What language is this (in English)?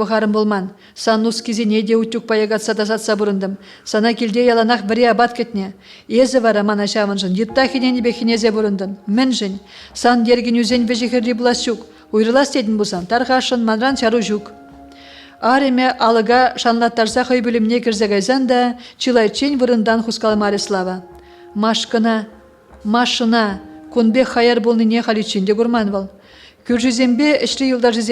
Chuvash